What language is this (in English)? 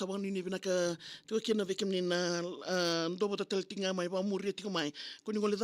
Fijian